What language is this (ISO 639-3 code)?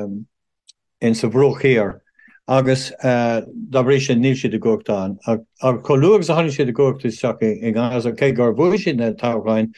gle